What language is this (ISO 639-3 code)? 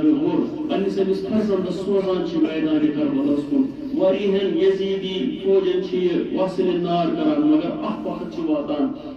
kas